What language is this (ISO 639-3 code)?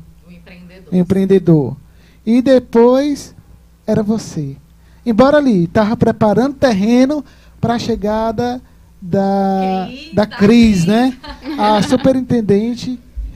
por